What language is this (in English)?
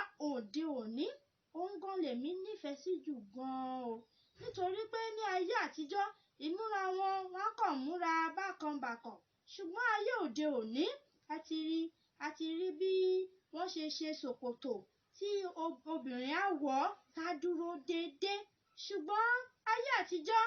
Yoruba